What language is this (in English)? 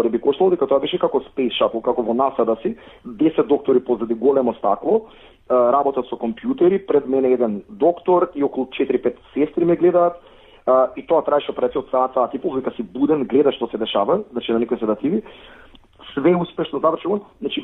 Macedonian